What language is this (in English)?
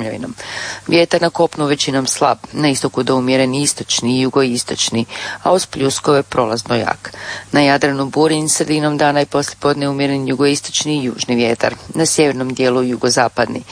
Croatian